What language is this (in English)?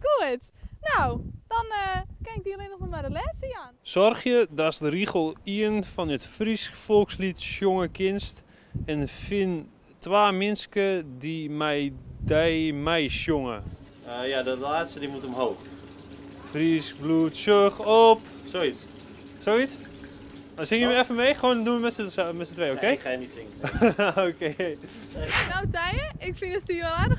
Western Frisian